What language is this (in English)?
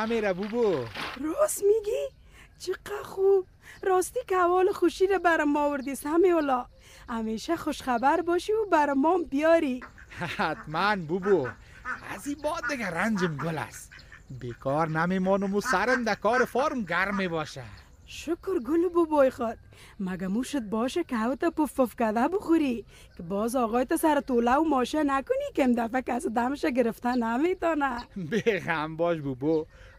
Persian